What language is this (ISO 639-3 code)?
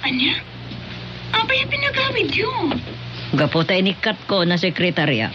ilo